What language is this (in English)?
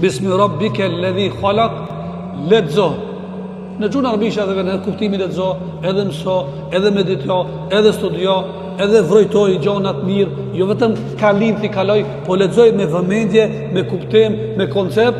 Albanian